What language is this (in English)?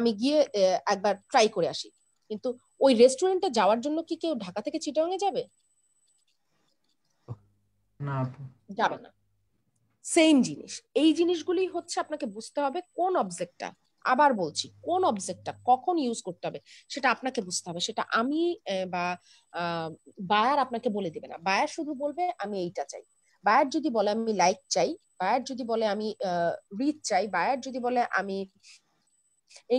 Bangla